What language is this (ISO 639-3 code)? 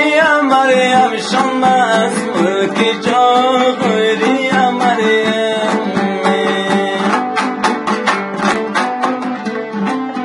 fas